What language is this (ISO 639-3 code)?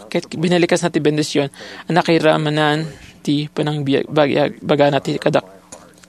ilo